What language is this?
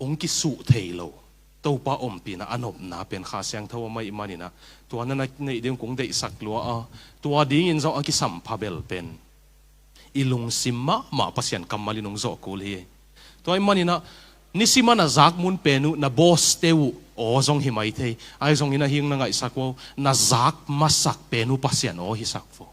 Tedim Chin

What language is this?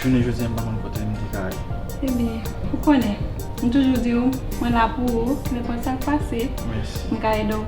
Haitian Creole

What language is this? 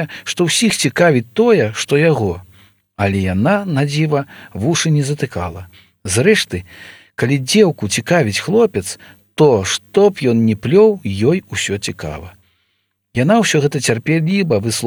Belarusian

